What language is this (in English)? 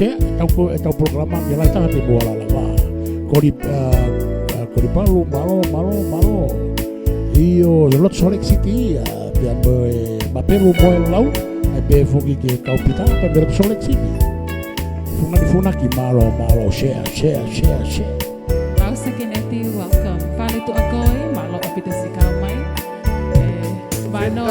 Tongan